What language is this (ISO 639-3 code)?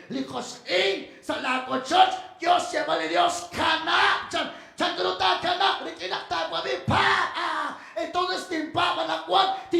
kek